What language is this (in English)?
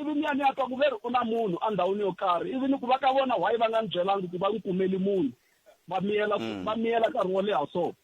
Tsonga